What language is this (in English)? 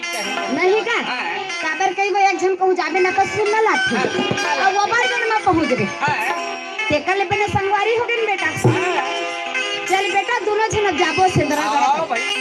Chhattisgarhi